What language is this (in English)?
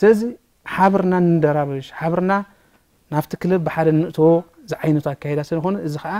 Tigrinya